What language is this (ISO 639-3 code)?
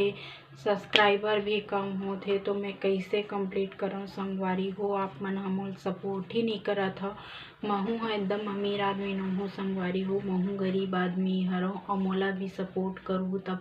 hne